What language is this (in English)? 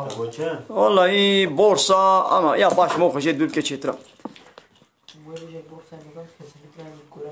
Kurdish